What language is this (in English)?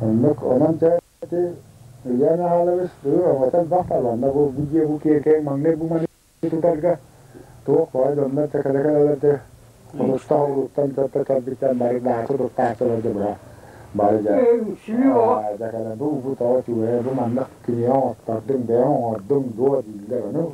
Yakut